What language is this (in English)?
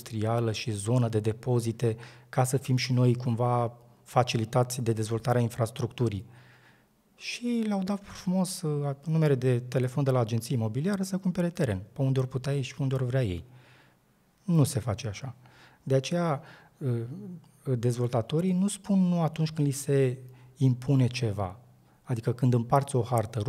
Romanian